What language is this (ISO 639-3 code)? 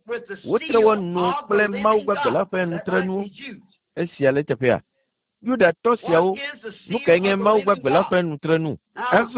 ewe